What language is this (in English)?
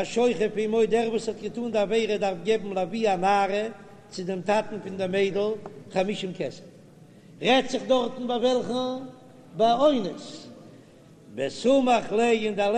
Yiddish